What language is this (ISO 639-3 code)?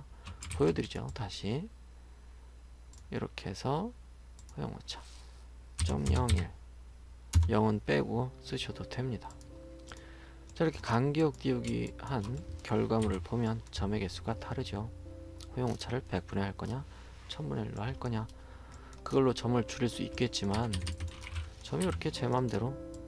kor